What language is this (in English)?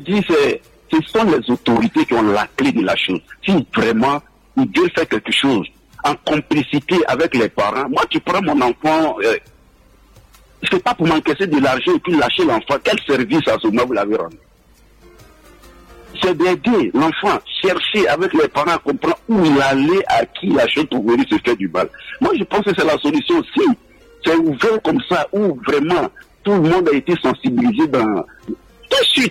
French